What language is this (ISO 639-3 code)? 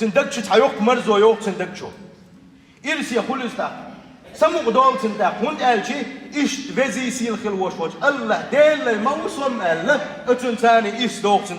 che